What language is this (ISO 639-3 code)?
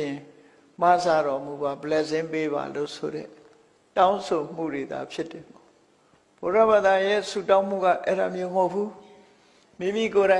mya